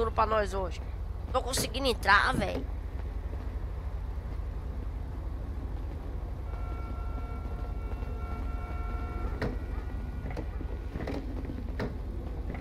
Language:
Portuguese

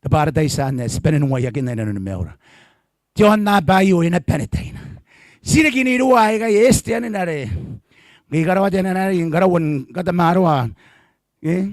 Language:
Gilbertese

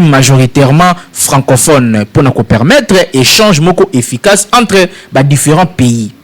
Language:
Lingala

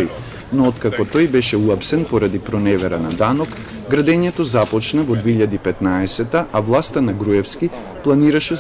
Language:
Macedonian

